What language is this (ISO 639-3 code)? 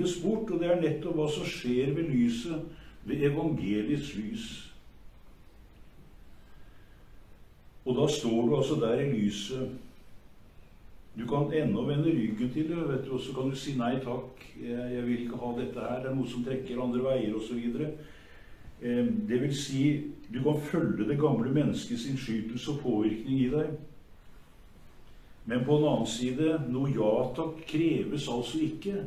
nor